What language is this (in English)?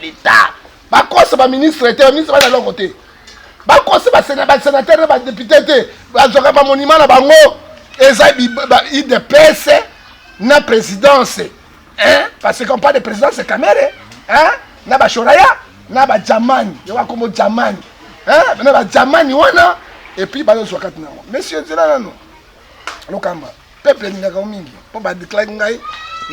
Lingala